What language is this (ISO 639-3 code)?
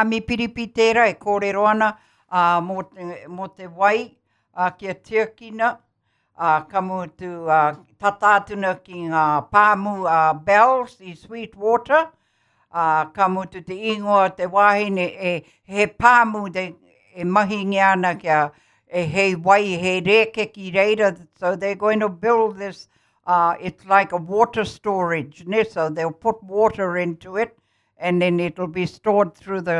mri